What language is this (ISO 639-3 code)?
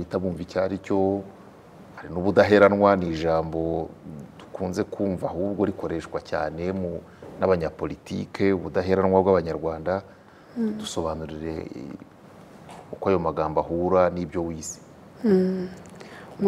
kin